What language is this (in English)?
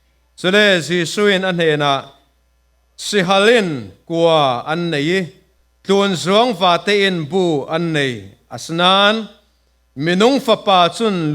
Falam Chin